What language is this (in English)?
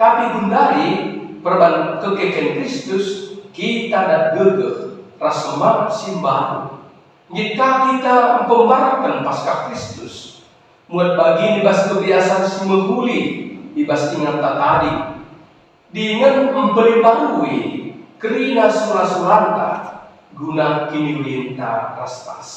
Batak Karo